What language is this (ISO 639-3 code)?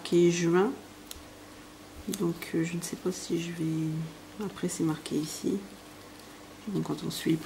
fra